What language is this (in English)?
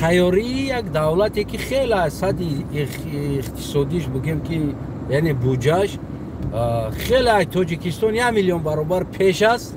Tajik